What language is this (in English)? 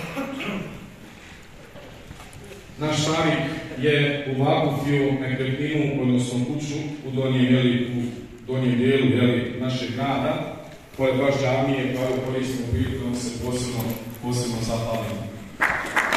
Bosnian